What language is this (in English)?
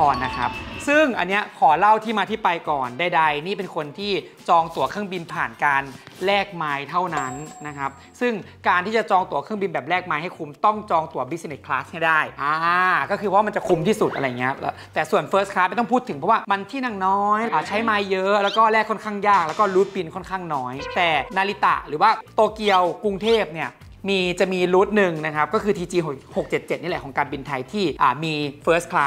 Thai